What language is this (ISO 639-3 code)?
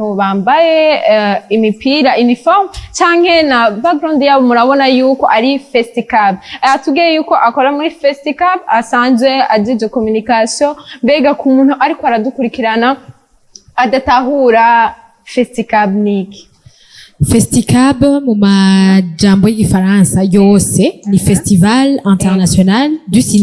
run